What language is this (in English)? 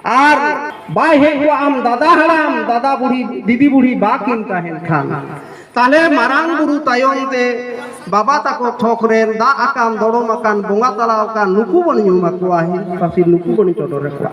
Santali